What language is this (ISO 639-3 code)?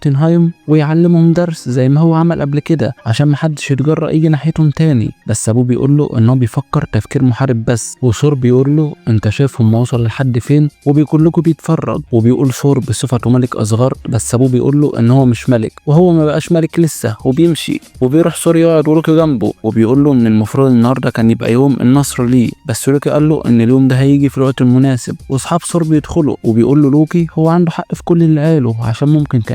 arz